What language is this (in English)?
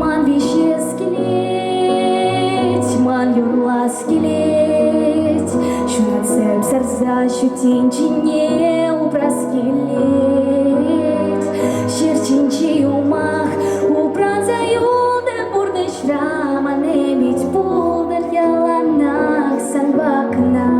Chuvash